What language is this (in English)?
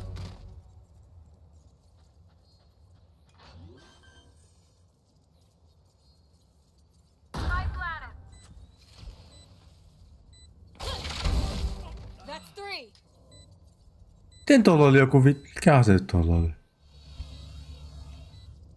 Finnish